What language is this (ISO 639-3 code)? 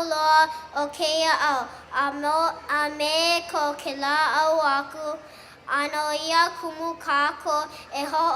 haw